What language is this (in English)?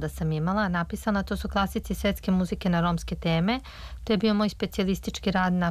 Serbian